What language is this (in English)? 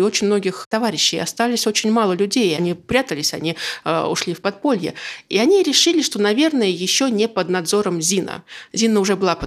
Russian